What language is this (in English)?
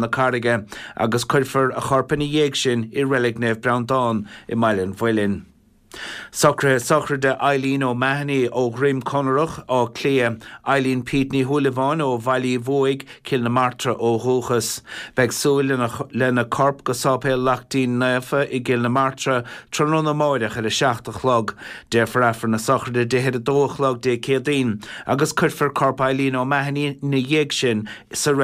Irish